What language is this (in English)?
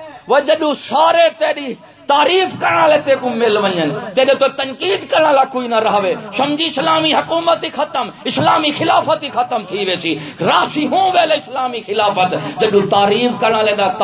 Saraiki